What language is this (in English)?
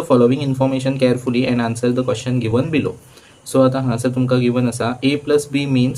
Konkani